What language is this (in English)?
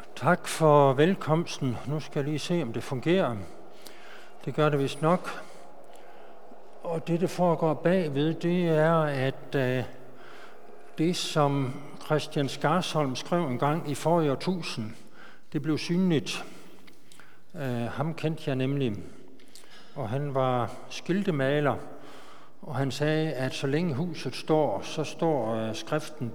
Danish